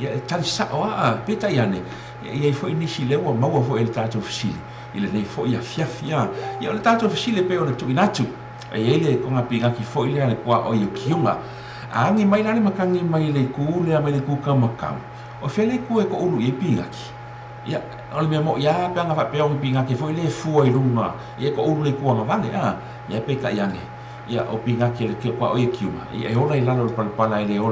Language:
Samoan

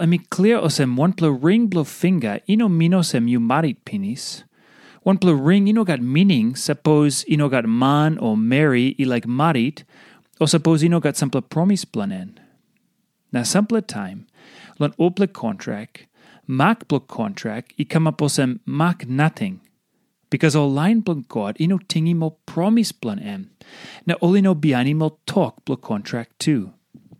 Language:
Tok Pisin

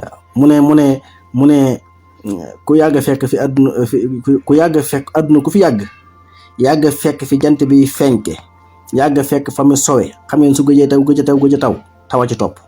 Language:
Wolof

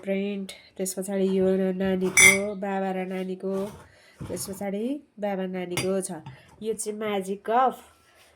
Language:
Nepali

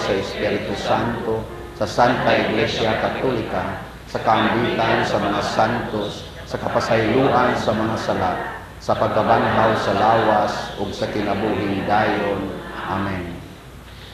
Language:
Cebuano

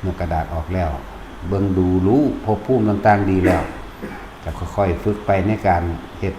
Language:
Northeastern Thai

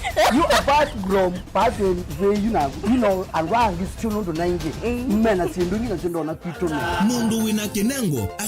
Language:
Kamba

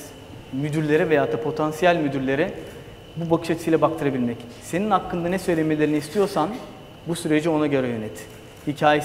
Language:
Turkish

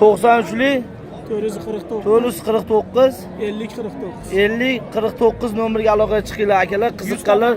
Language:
Uzbek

